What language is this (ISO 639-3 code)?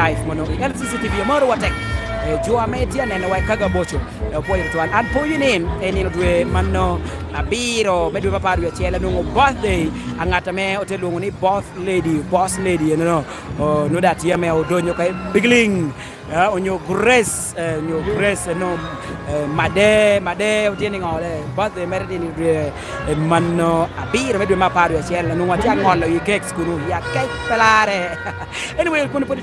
laj